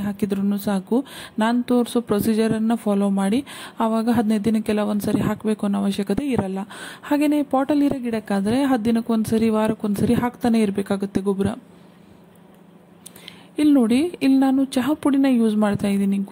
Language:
Kannada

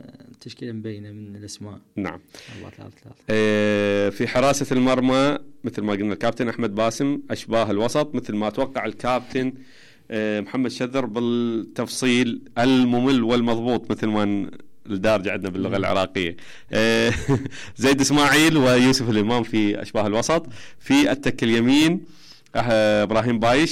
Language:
Mesopotamian Arabic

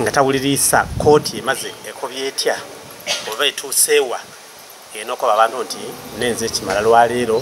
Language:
Soga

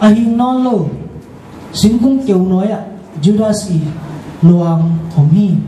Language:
Tedim Chin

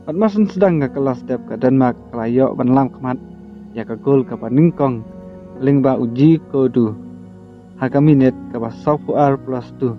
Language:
Khasi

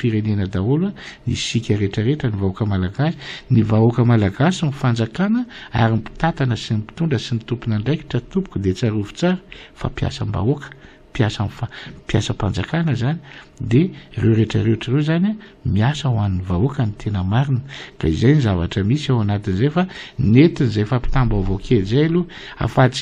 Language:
Malagasy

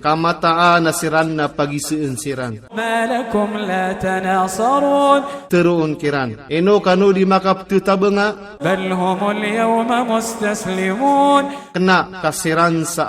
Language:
Maranao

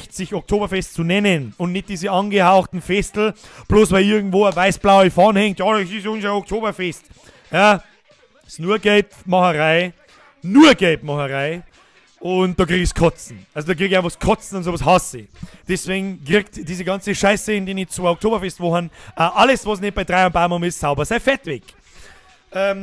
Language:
Bavarian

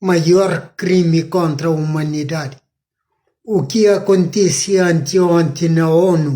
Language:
Kabuverdianu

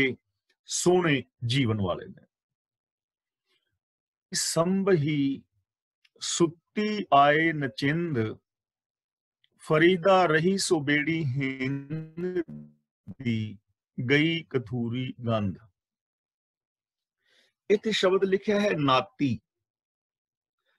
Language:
Punjabi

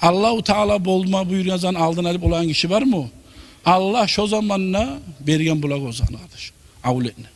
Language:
Kumyk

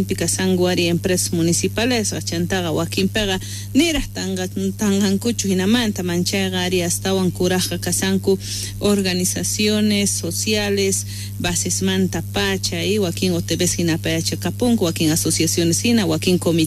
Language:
South Bolivian Quechua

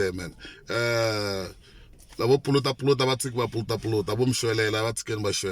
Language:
Tsonga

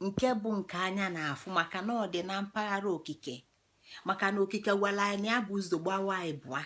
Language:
Igbo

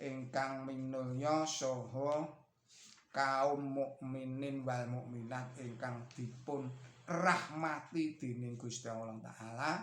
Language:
Javanese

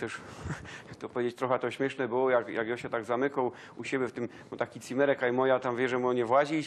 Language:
Silesian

